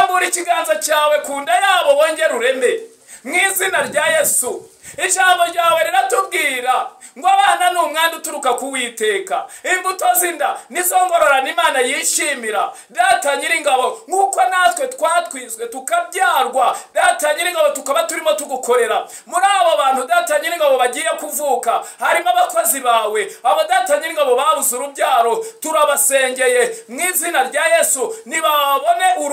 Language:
Kinyarwanda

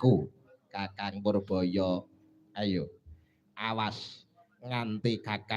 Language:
Javanese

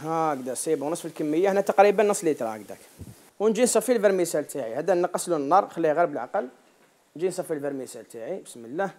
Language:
Algerian Arabic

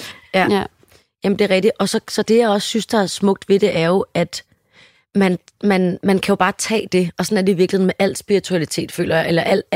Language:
Danish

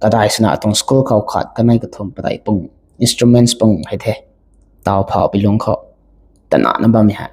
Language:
Rongmei Naga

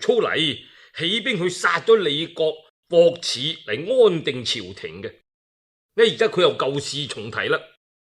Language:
Cantonese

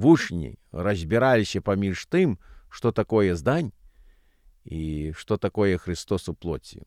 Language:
Belarusian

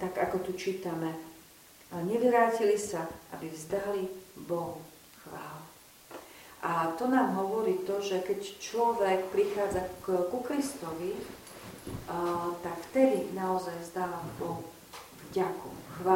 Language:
Slovak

